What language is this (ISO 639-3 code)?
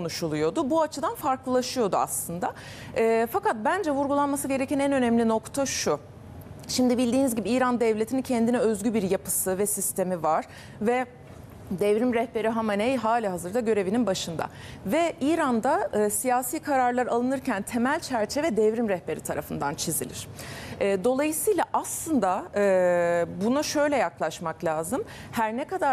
tur